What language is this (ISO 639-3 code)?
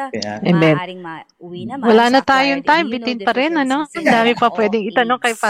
fil